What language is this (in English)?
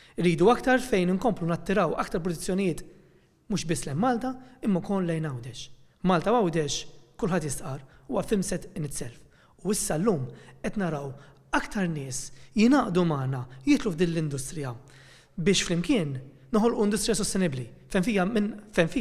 Maltese